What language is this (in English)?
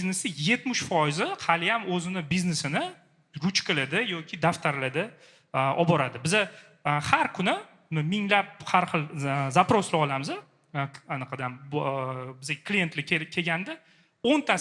Uzbek